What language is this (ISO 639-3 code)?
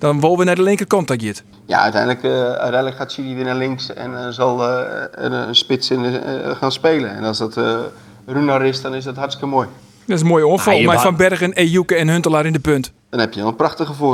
fry